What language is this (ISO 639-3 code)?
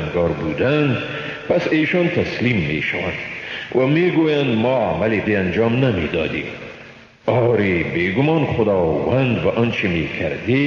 fas